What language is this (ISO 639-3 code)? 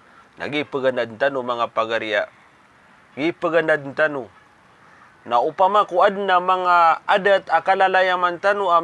mrw